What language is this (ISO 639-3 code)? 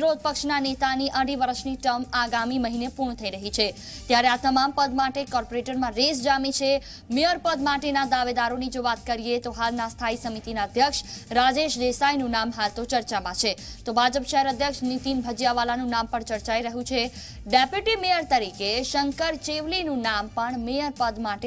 guj